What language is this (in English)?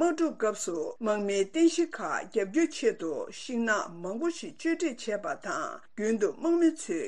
Tibetan